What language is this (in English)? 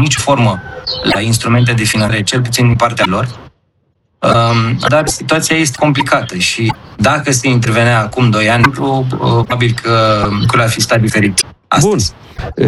Romanian